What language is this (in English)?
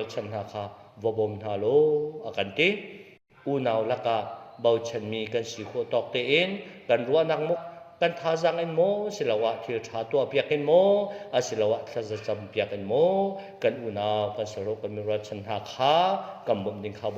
Hakha Chin